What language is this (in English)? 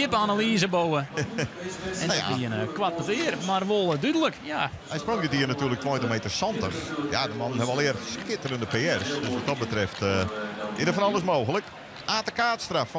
Western Frisian